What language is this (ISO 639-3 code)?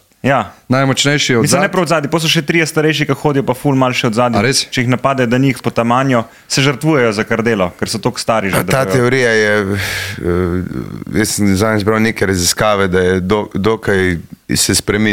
slv